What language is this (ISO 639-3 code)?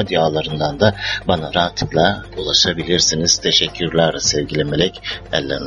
tur